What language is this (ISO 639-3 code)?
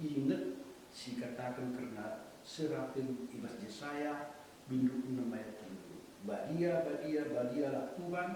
btx